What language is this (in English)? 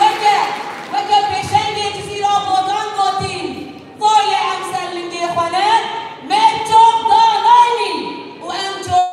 Kurdish